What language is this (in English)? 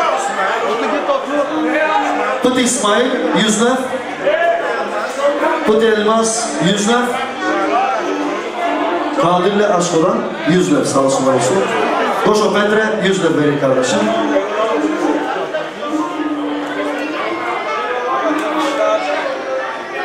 Turkish